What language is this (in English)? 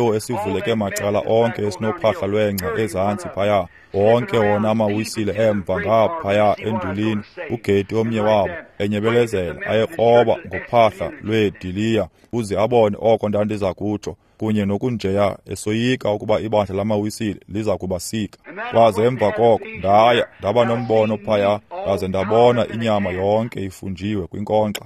Xhosa